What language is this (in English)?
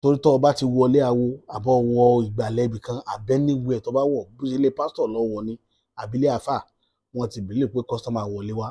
Yoruba